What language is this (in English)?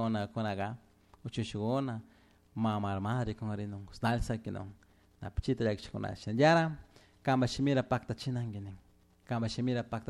Chimborazo Highland Quichua